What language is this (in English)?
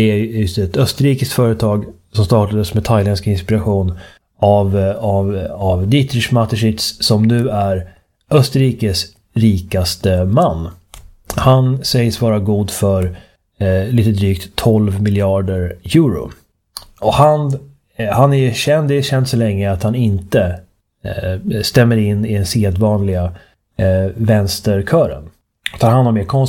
Swedish